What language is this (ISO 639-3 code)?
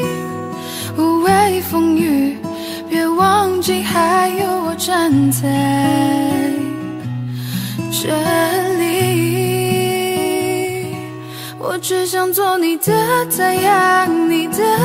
zho